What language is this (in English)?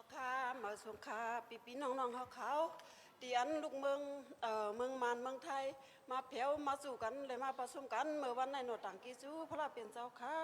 Shan